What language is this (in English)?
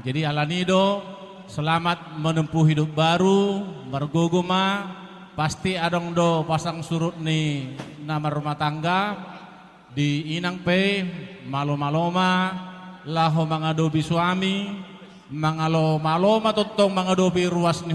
Batak Toba